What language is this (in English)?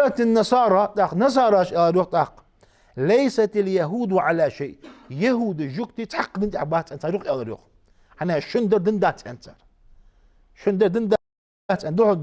Ingush